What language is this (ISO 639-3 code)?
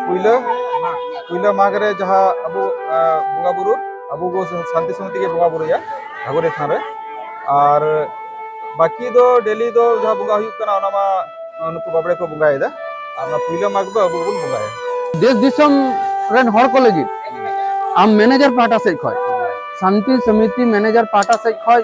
sat